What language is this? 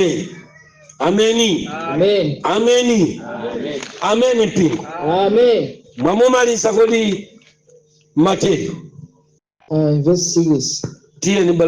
Nyanja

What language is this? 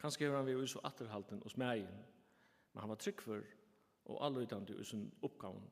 Faroese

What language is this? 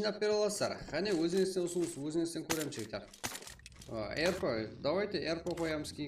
Kara-Kalpak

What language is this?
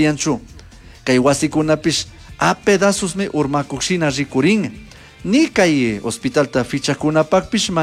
Chimborazo Highland Quichua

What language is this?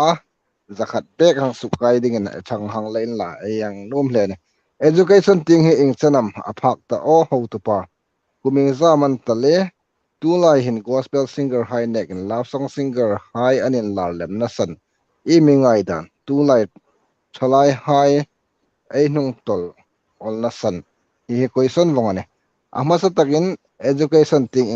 Hmar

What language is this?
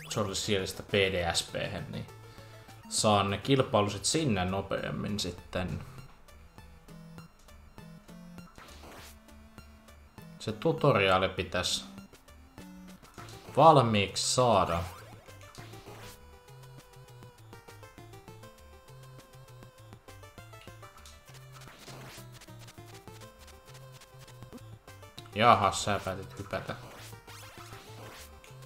Finnish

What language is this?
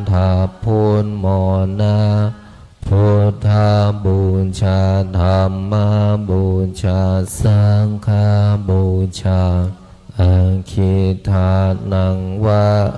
Pali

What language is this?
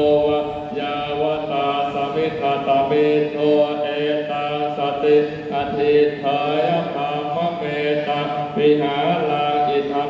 Pali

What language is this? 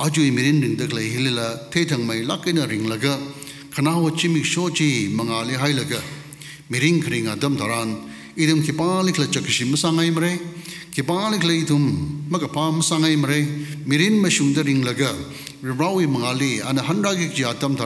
Tangkhul Naga (India)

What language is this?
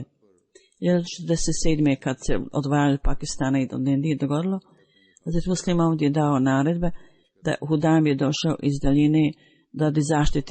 Bosnian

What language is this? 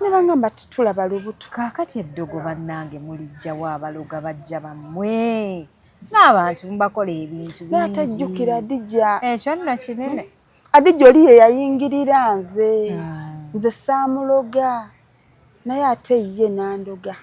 Ganda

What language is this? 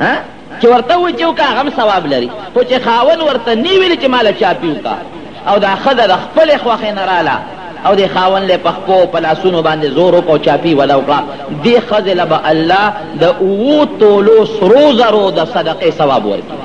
Pashto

